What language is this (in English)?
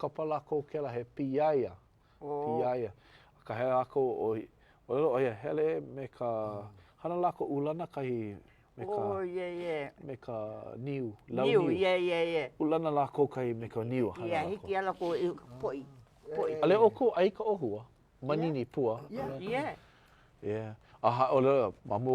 Hawaiian